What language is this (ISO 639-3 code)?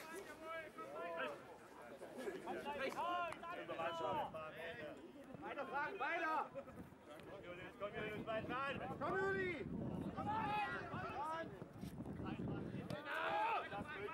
deu